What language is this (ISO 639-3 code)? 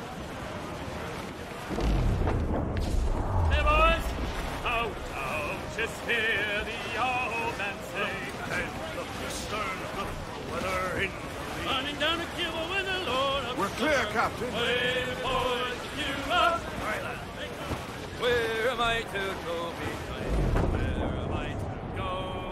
eng